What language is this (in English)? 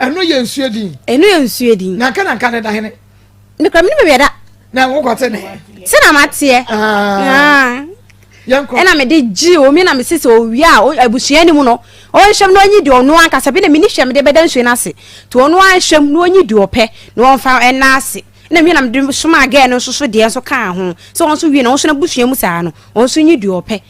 Akan